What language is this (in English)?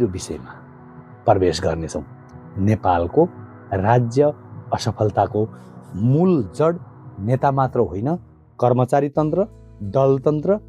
Nepali